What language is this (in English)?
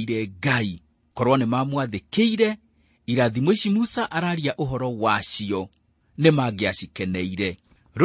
Kikuyu